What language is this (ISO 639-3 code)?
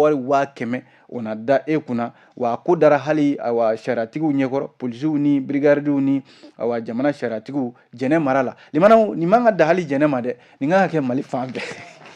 bam